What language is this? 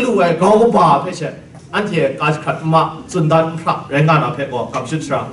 Kachin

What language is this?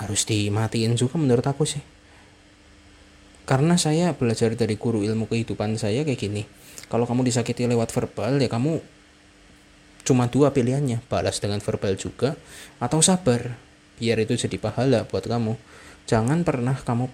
Indonesian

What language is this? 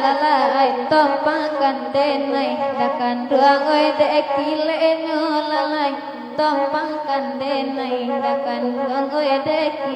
Minangkabau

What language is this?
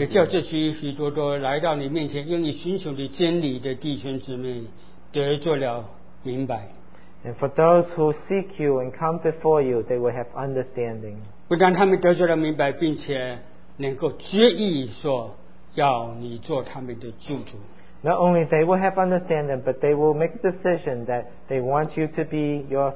Chinese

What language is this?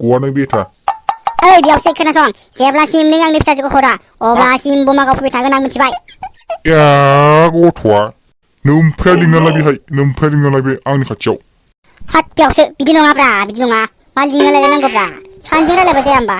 Bodo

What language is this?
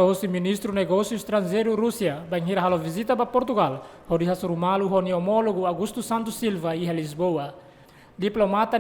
Tetum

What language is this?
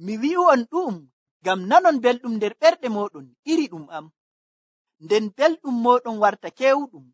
Nigerian Fulfulde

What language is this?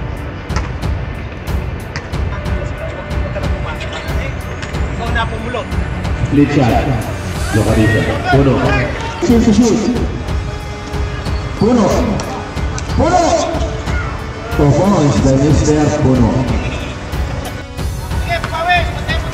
Filipino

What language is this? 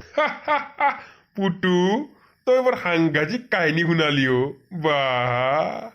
Assamese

